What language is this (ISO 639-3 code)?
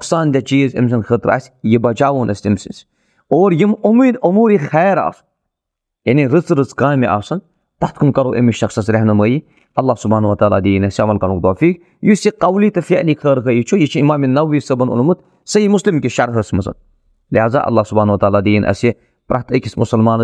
kas